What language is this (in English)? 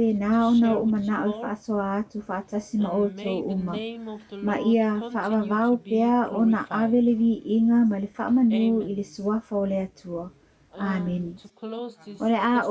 Samoan